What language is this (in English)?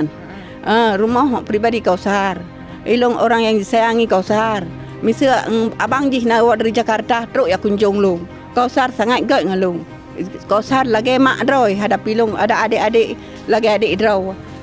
Achinese